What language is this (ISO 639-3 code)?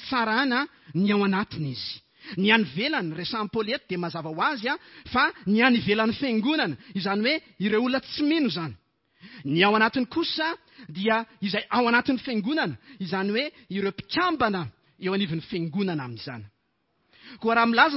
mlg